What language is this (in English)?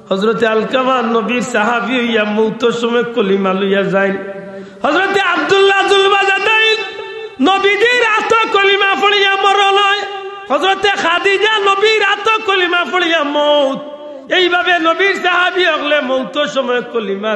Sylheti